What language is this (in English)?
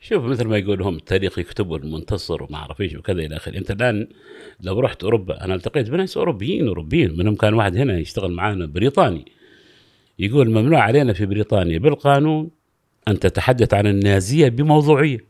Gulf Arabic